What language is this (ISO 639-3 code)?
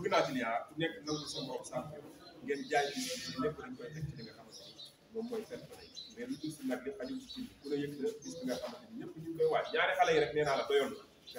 wol